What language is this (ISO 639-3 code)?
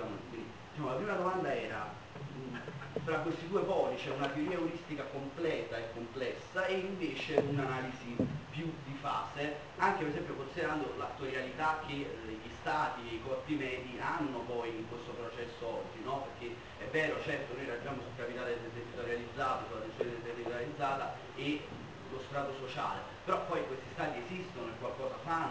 ita